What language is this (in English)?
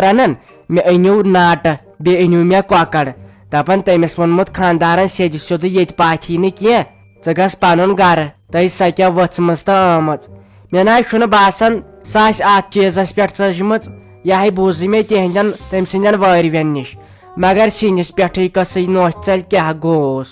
Kashmiri